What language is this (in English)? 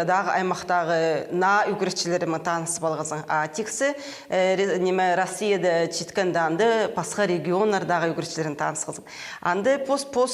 Khakas